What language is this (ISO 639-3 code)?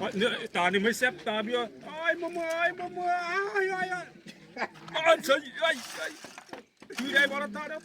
xav